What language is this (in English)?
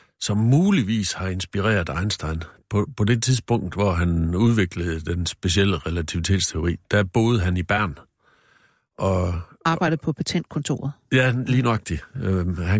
Danish